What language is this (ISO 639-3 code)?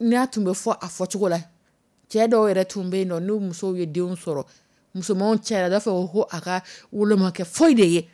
dyu